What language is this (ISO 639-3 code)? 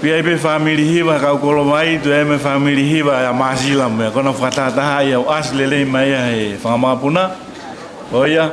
ton